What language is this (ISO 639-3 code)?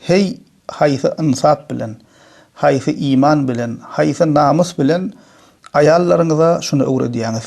tuk